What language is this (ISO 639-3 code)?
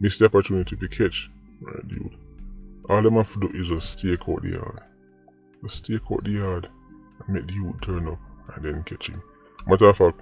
jam